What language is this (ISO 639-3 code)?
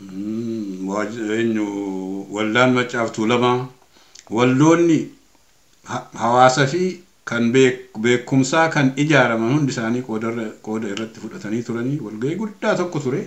orm